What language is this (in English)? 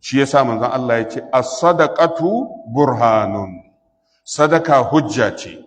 Hausa